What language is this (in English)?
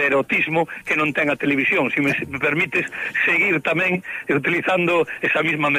Galician